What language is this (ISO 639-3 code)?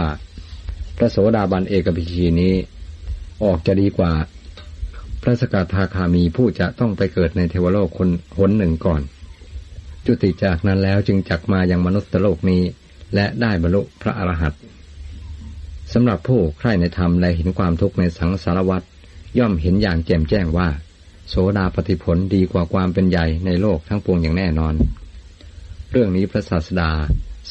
tha